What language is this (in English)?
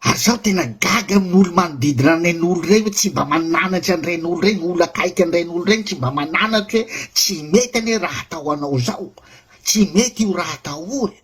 Malagasy